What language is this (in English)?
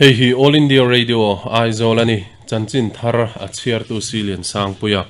Mizo